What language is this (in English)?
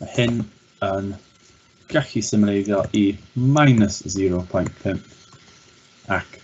Welsh